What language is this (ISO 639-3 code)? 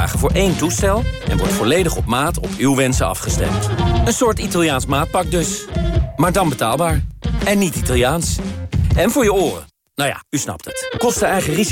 nld